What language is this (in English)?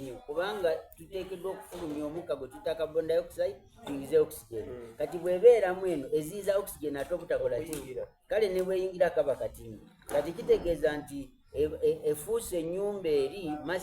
Soga